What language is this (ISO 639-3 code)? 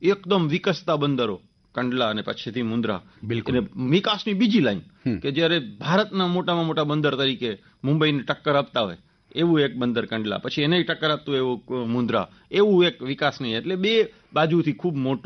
guj